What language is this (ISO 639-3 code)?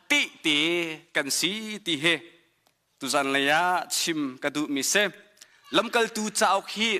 cnh